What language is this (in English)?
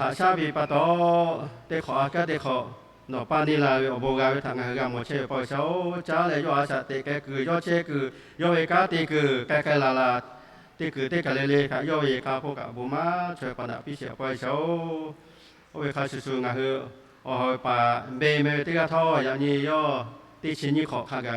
Lahu